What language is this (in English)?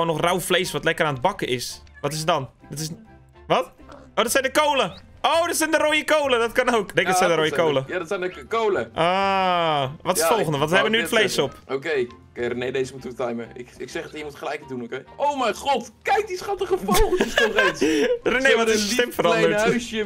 Dutch